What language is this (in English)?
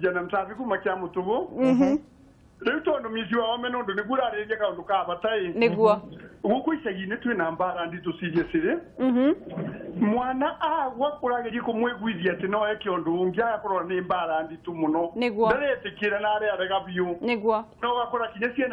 Kikuyu